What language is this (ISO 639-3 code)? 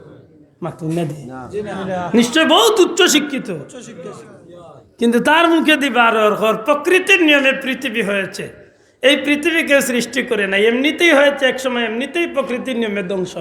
syl